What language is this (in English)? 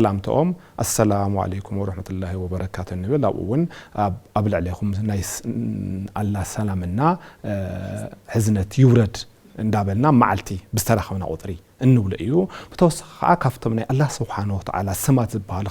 Tigrinya